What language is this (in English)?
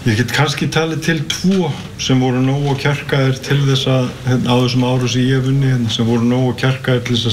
Icelandic